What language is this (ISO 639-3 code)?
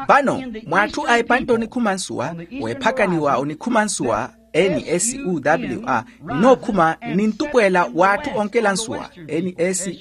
vmw